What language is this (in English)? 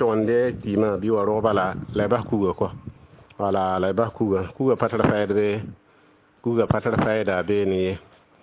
Mossi